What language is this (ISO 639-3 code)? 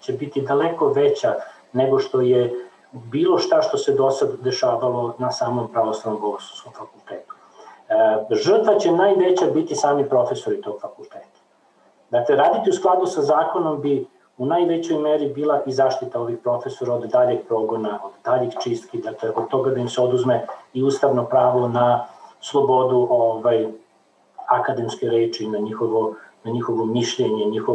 srp